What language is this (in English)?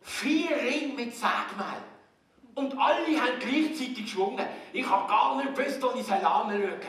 Swiss German